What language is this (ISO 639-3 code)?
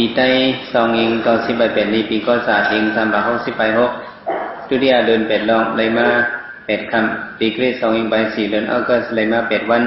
shn